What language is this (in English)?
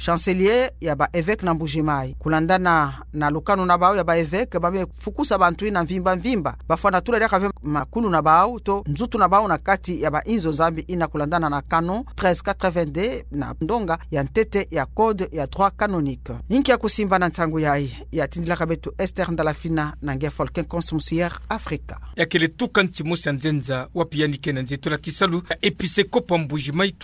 Kituba (Democratic Republic of Congo)